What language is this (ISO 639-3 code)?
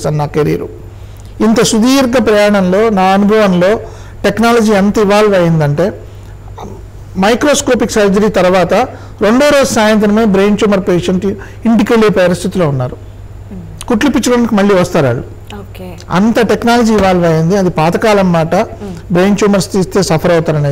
tel